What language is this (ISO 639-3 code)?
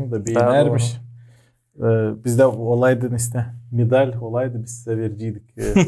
gag